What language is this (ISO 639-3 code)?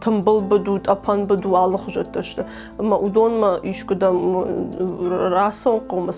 oss